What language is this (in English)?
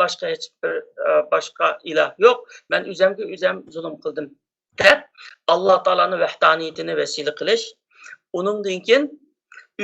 Uyghur